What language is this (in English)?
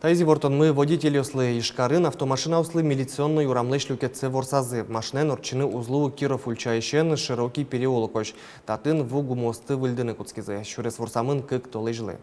Udmurt